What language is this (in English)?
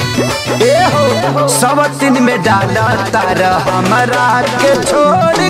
Bhojpuri